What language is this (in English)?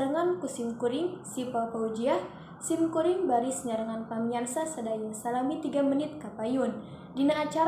Sundanese